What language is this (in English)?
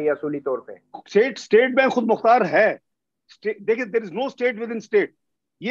Urdu